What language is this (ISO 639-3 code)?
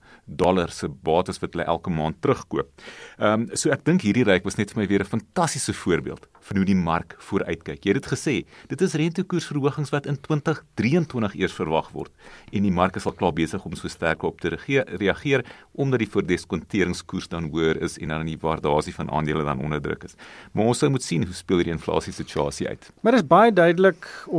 afr